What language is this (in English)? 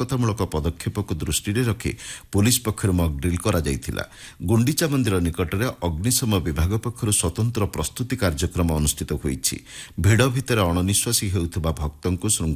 Odia